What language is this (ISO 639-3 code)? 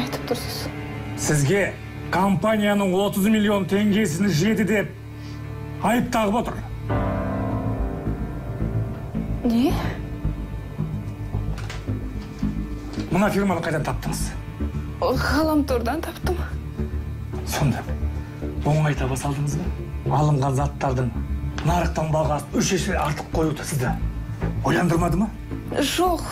kaz